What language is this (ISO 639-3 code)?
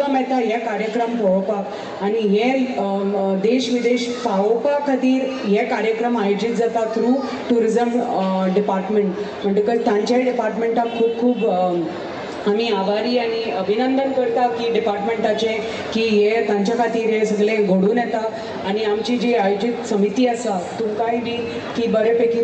kok